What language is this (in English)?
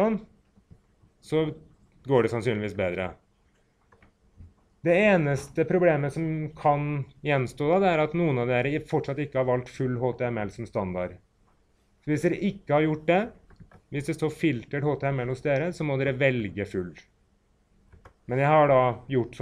Norwegian